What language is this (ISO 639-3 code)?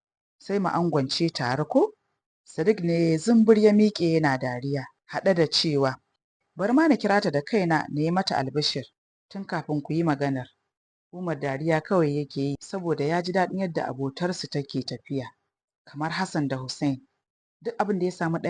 hau